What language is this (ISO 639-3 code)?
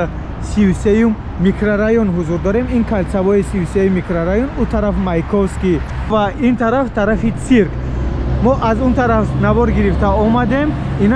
tgk